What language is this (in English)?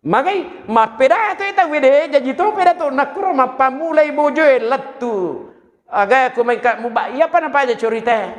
Buginese